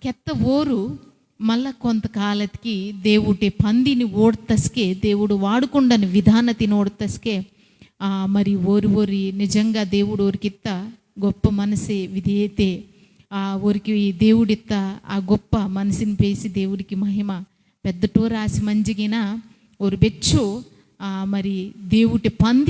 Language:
Koya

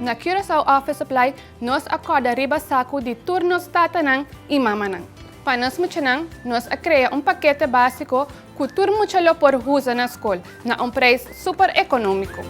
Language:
Papiamento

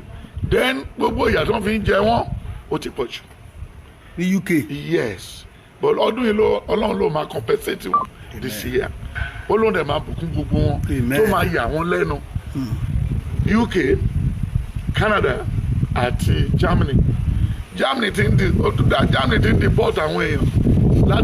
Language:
Yoruba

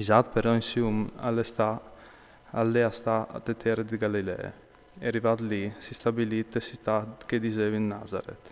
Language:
Friulian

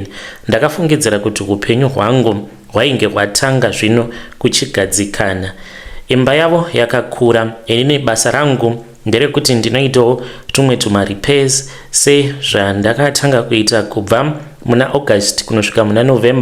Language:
Shona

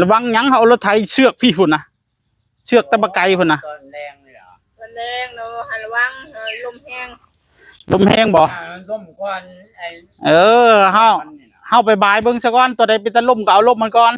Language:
Northeastern Thai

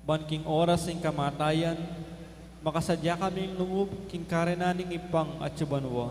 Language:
Pampanga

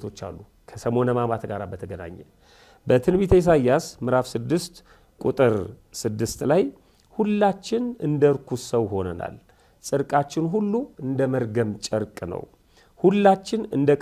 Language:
Amharic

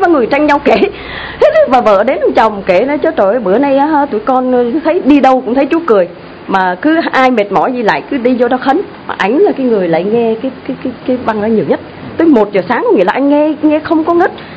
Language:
Vietnamese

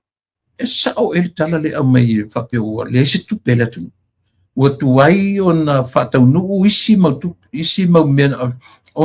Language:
Samoan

